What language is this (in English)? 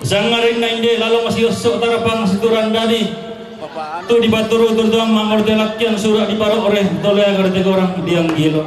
Toraja-Sa'dan